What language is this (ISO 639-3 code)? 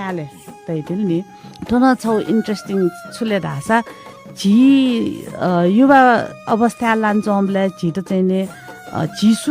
new